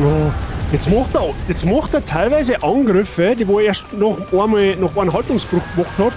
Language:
Bavarian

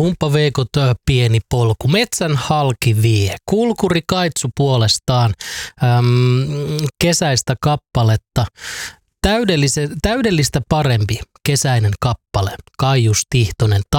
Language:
Finnish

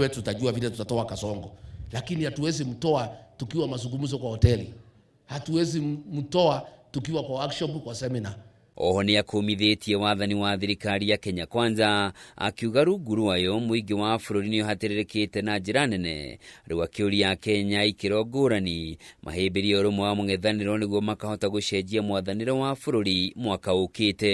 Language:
Kikuyu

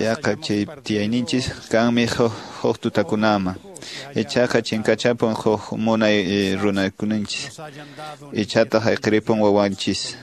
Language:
Quechua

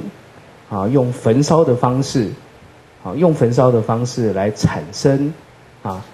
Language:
Chinese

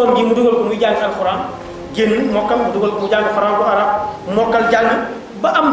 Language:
Wolof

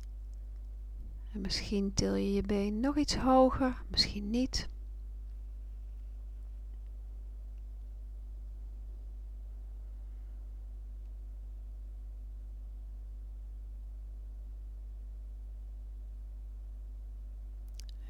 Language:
Dutch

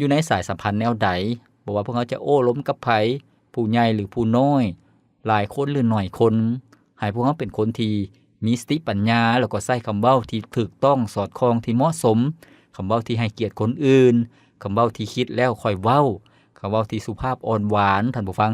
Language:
Lao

